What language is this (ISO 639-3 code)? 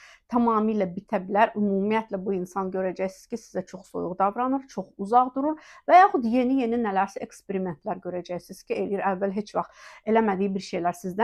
aze